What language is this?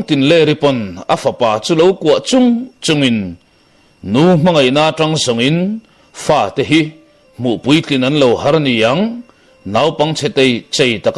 Mizo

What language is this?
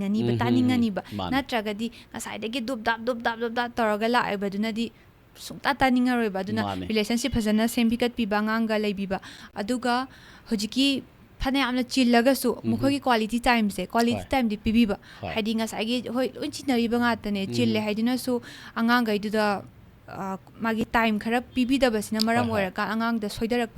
Manipuri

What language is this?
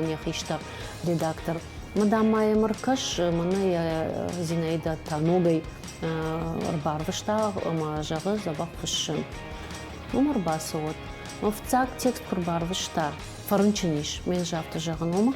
Ossetic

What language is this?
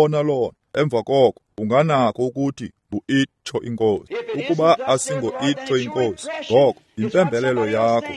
Xhosa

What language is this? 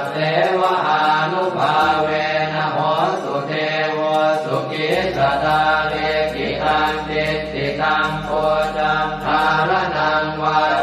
Pali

